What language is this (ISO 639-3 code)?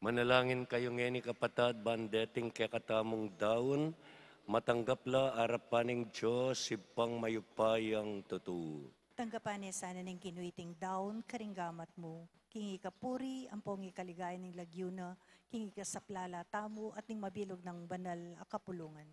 pam